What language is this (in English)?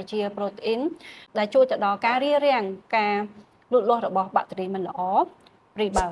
Khmer